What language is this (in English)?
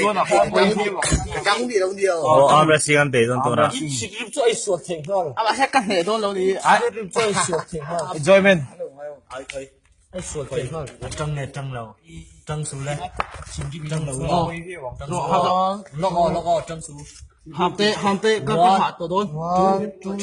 Mizo